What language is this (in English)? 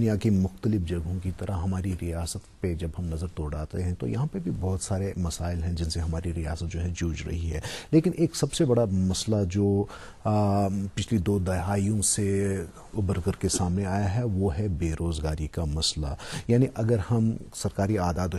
Urdu